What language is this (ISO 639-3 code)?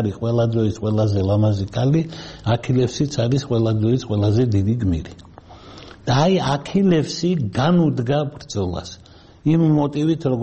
kat